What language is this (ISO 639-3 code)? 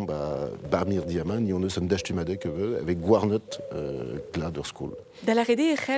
bre